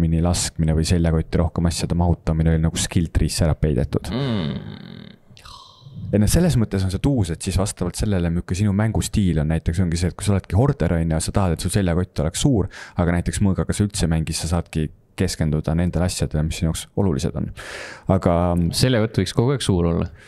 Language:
Estonian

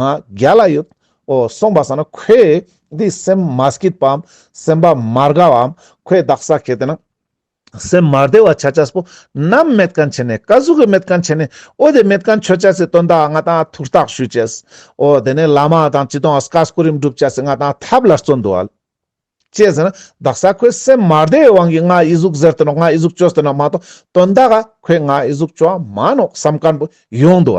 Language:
Ladakhi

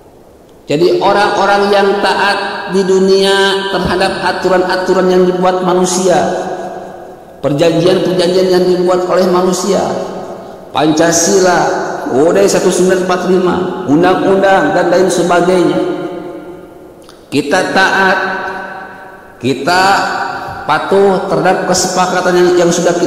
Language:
Indonesian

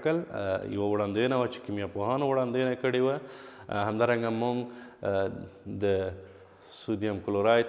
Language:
Pashto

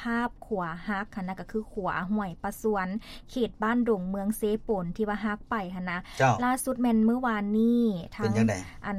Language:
Lao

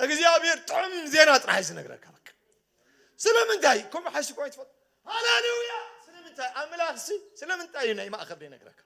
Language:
Tigrinya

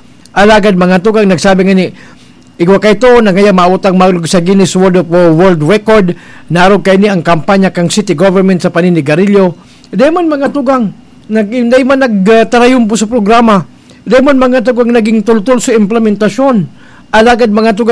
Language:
Bikol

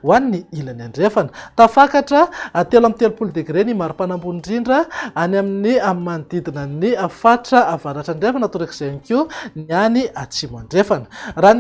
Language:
Malagasy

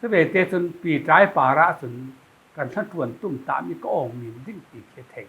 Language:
Falam Chin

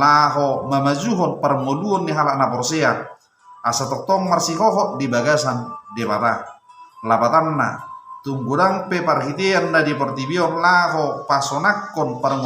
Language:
Batak Toba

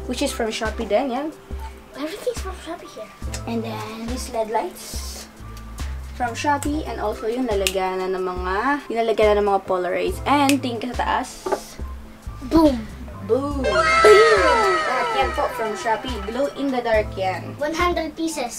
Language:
Filipino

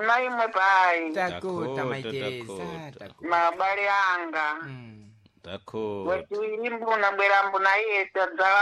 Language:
Sena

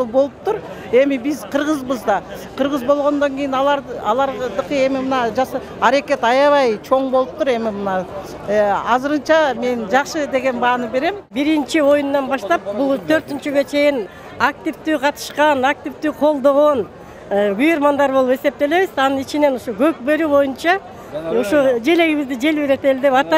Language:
Kyrgyz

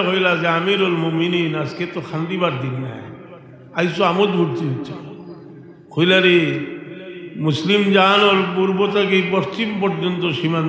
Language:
Sylheti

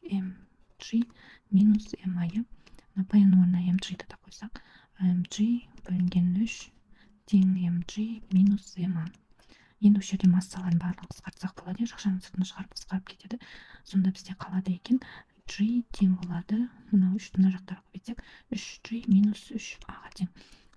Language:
Kazakh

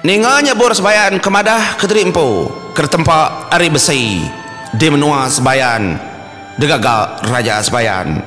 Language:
Iban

